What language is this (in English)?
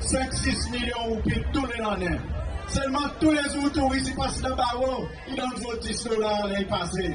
Seselwa Creole French